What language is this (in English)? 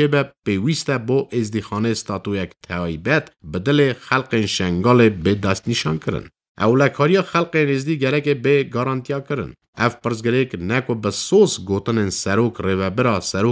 Kurdish